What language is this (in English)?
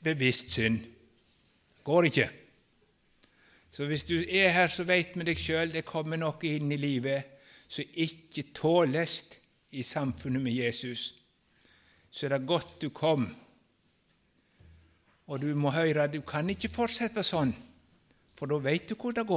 Norwegian